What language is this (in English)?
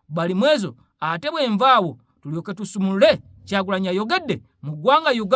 Ganda